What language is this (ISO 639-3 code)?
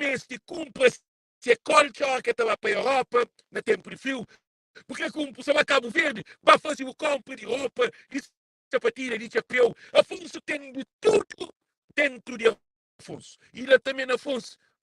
kea